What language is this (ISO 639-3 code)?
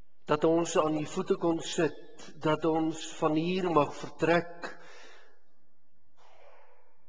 afr